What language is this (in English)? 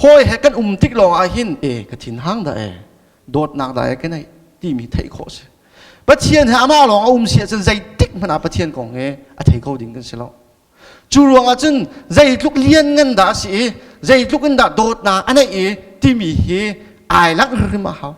Hakha Chin